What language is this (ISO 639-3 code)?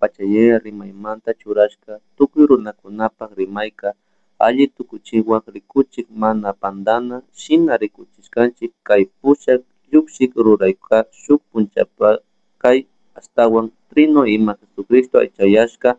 qug